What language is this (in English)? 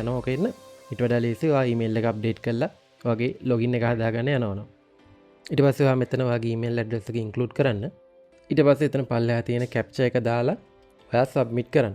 Sinhala